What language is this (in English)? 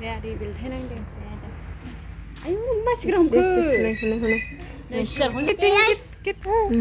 Bodo